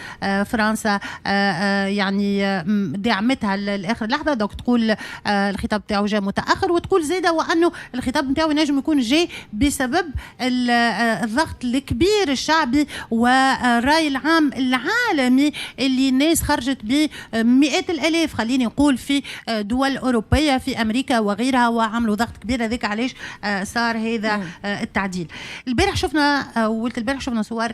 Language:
Tunisian Arabic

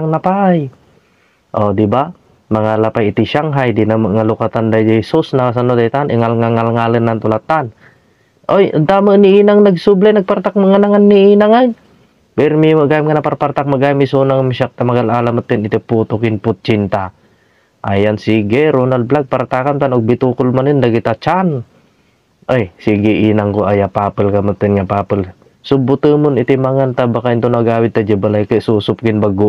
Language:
Iloko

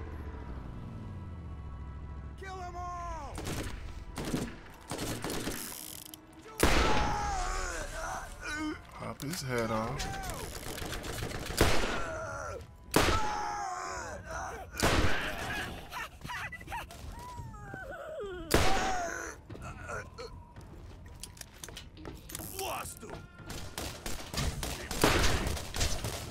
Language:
English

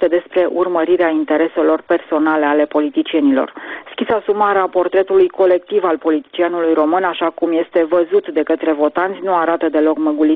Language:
Romanian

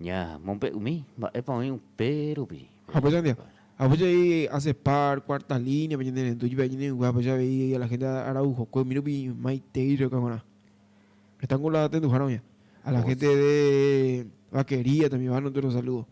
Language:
Guarani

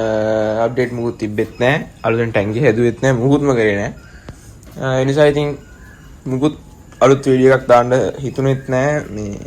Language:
Sinhala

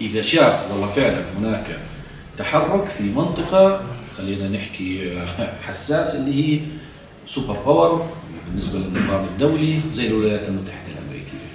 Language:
South Levantine Arabic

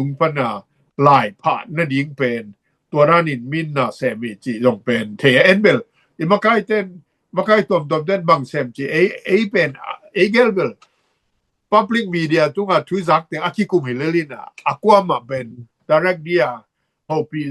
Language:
Tedim Chin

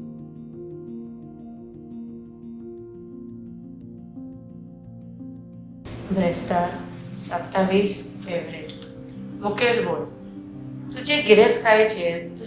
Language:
Konkani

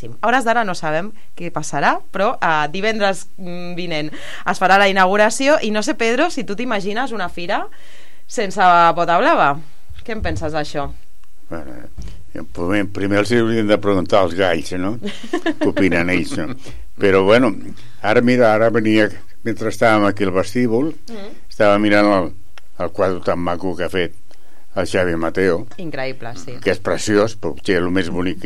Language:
Catalan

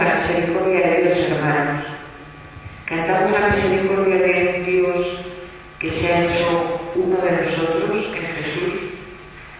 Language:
Spanish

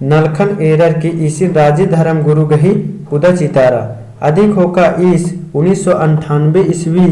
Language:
Kurukh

